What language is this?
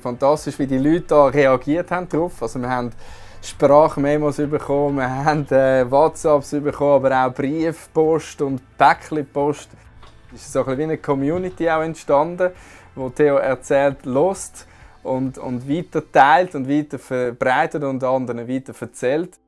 Swiss German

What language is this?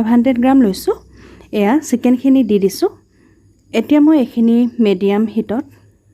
Assamese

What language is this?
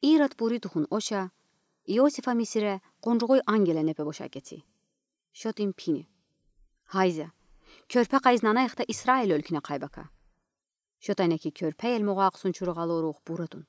Udi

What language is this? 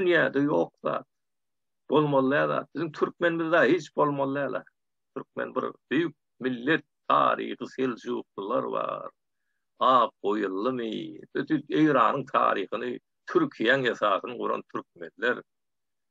Turkmen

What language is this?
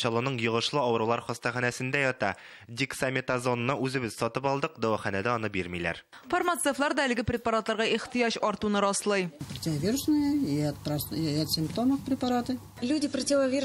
Tatar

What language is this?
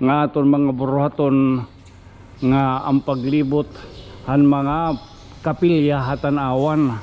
Waray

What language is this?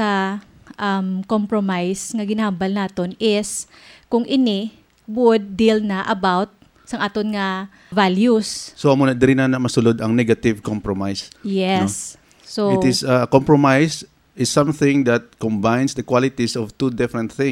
Hiligaynon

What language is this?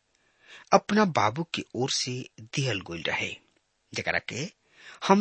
Bhojpuri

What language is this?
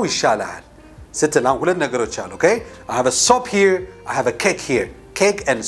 Amharic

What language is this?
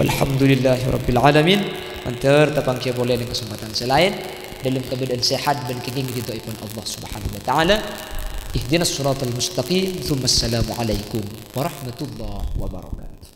Madurese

